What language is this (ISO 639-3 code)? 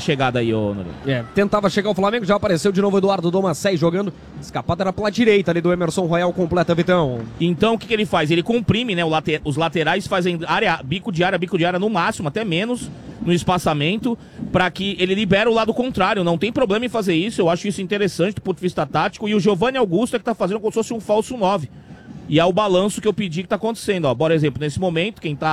por